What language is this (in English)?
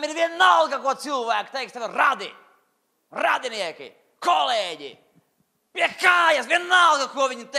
Latvian